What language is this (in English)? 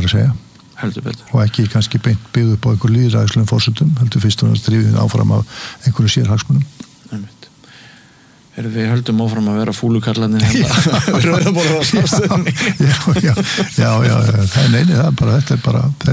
Icelandic